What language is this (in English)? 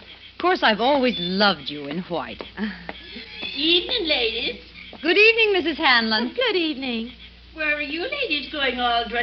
English